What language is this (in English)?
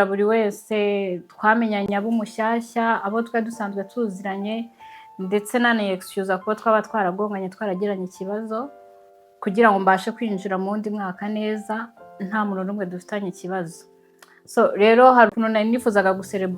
Kinyarwanda